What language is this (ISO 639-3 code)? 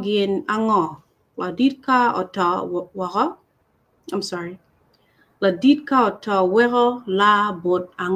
ach